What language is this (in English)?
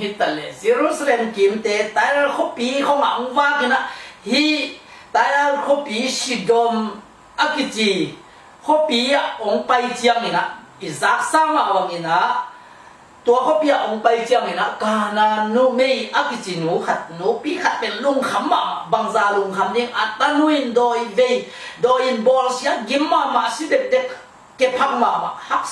Tedim Chin